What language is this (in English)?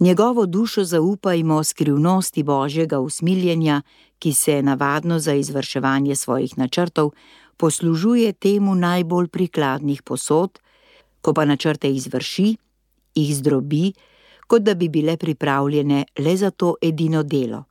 Slovenian